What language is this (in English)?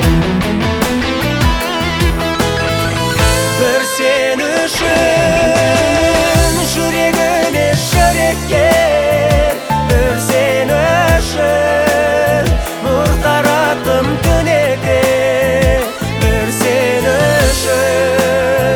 Kazakh